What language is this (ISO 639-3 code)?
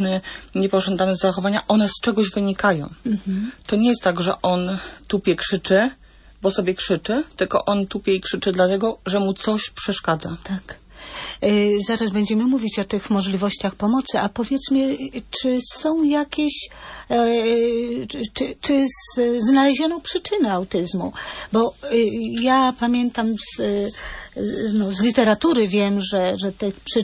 pol